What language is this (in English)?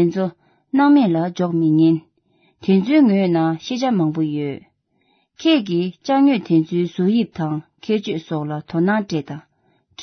Tibetan